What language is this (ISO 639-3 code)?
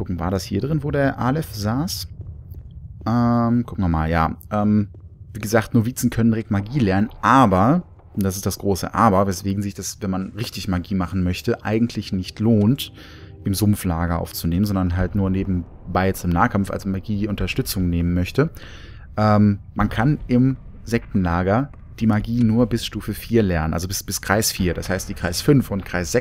deu